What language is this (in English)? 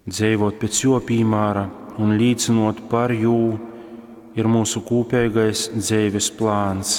Latgalian